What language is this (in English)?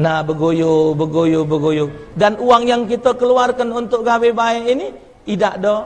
Musi